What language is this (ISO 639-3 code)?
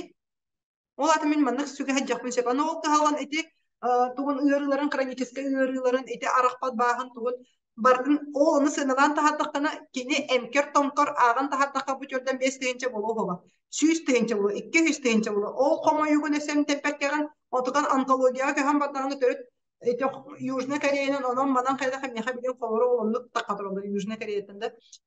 sah